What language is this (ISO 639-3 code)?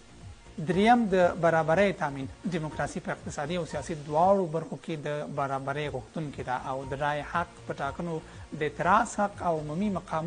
pus